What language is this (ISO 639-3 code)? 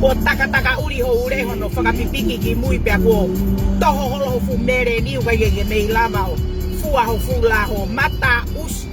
ton